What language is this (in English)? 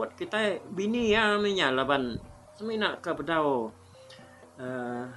Iban